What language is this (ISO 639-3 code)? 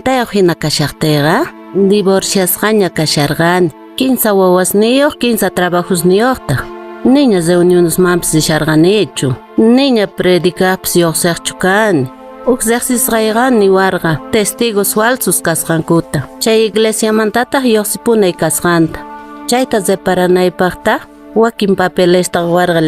que